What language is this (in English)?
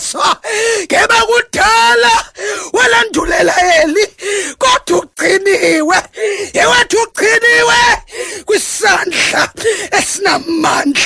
Xhosa